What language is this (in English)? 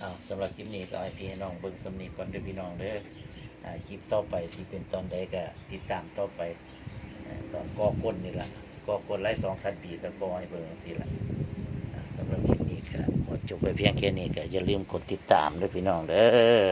Northeastern Thai